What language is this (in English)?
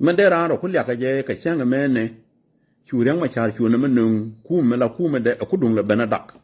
Nuer